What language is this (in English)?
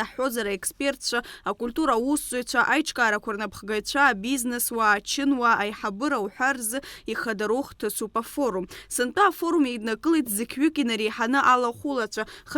Abkhazian